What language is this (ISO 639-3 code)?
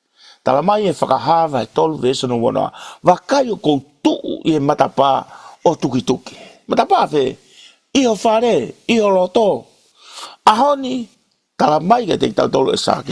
ton